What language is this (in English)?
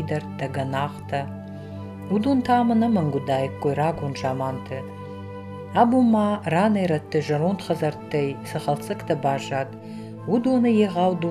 Ossetic